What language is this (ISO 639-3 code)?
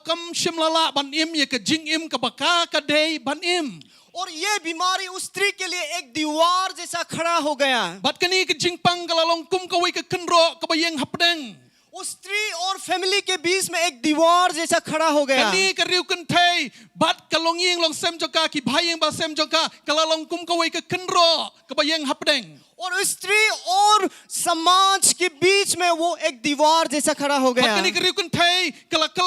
kha